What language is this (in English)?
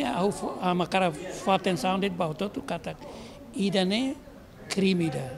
Tetum